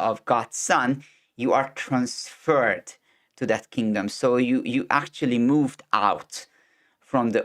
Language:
English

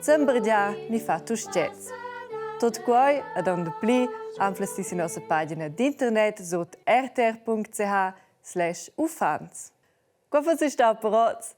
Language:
Romansh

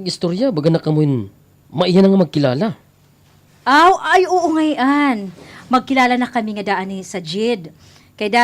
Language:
Waray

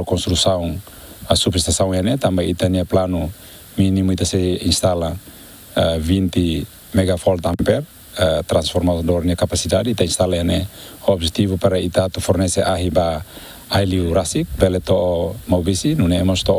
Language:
Tetum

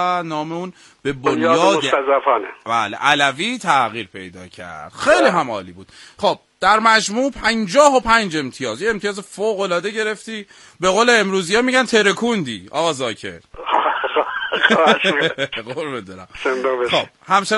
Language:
Persian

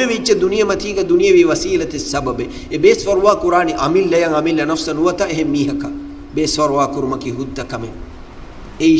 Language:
Divehi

